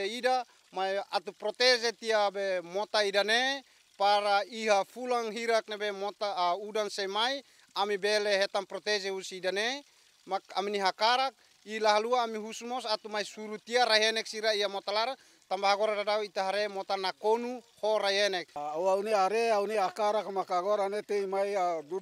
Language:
Tetum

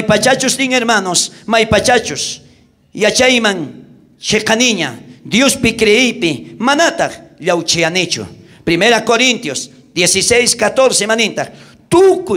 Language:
South Bolivian Quechua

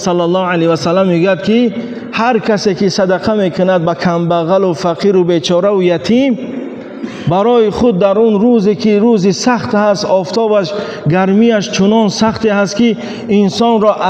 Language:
Tajik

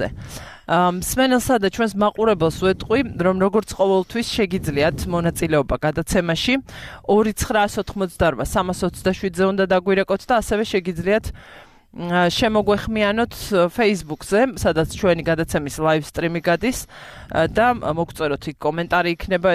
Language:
Georgian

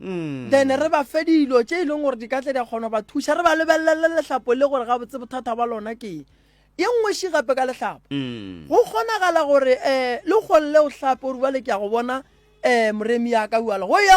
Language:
Northern Sotho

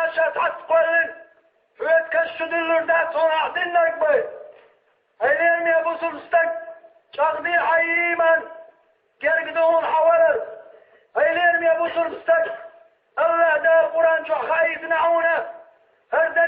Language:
Chechen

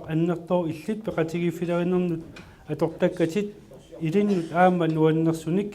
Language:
Kalaallisut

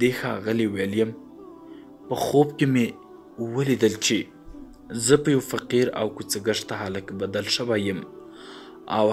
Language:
Pashto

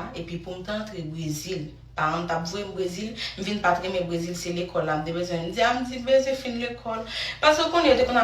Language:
Haitian Creole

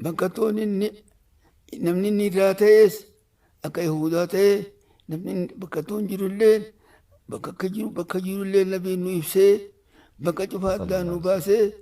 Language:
Oromo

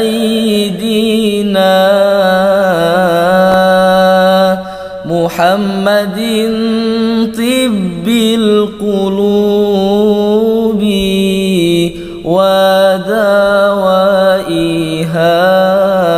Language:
Arabic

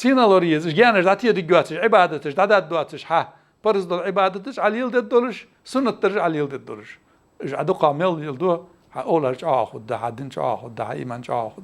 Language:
Ingush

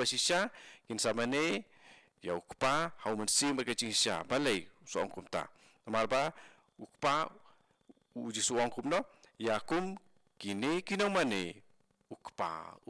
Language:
Khasi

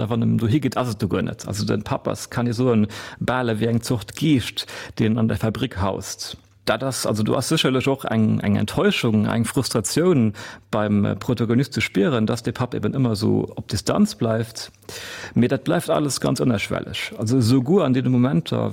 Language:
Luxembourgish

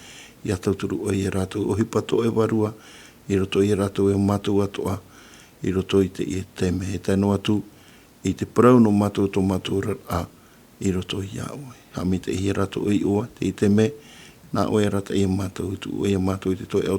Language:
Tahitian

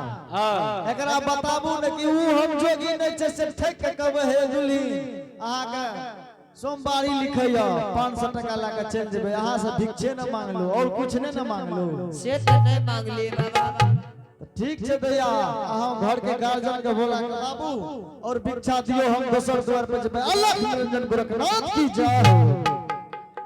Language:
Angika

